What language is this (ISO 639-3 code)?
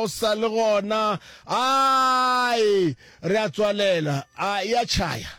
nso